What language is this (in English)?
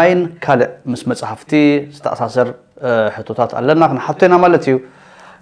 Tigrinya